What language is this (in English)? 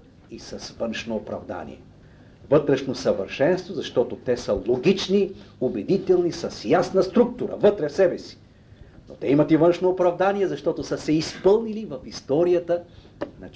Bulgarian